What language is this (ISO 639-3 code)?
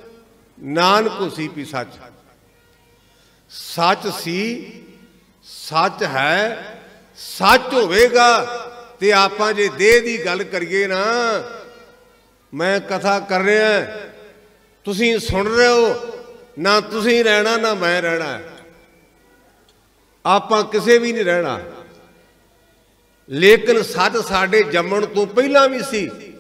pan